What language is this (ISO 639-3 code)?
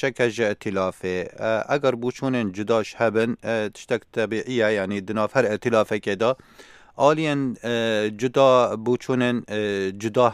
kur